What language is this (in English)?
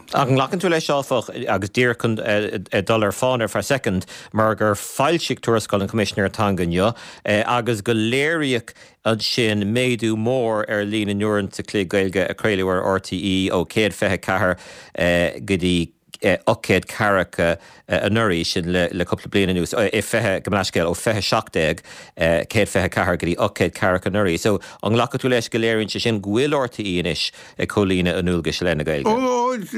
Irish